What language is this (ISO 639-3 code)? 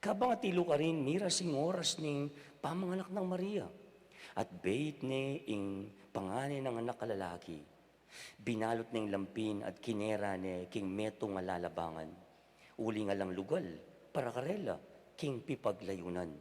pam